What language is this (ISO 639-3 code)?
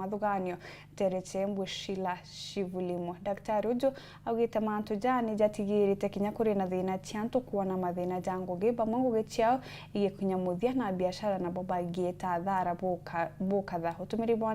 mer